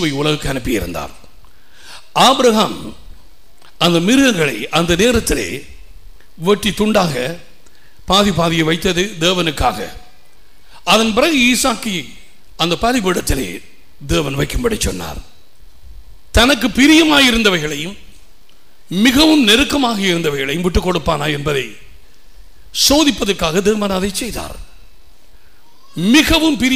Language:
Tamil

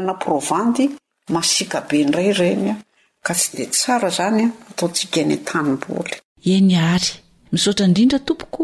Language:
Malagasy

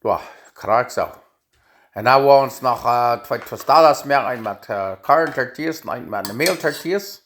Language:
Plautdietsch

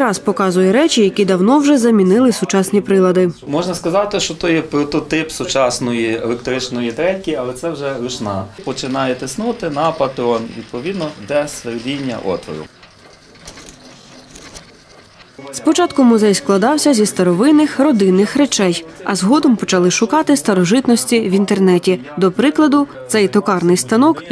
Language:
Ukrainian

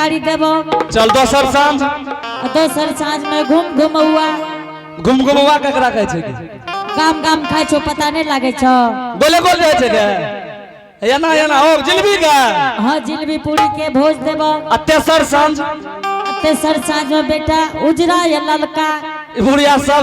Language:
Angika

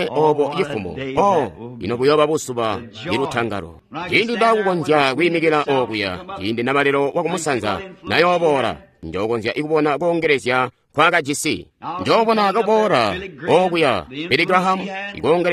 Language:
Tonga (Zambia)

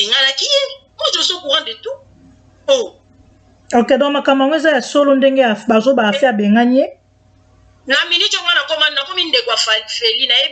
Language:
Lingala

